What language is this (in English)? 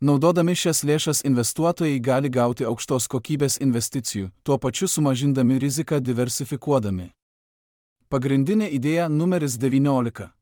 Lithuanian